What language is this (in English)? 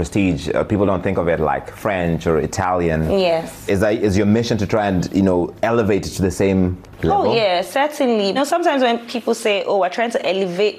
English